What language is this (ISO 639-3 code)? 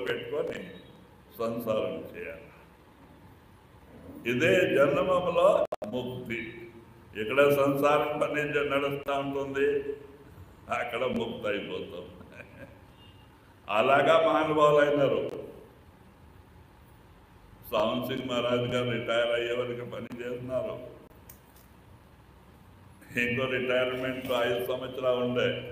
tel